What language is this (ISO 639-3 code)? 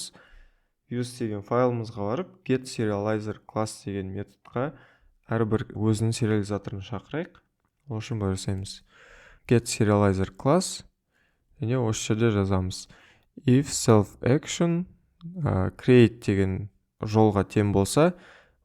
kaz